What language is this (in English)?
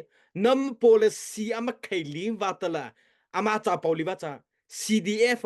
Mara Chin